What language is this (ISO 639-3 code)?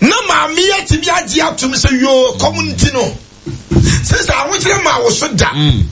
aka